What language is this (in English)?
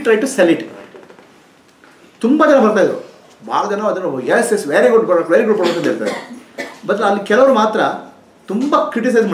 Kannada